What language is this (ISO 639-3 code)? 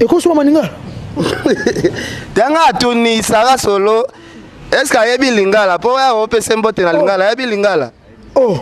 lin